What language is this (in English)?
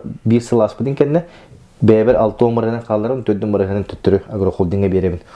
Yakut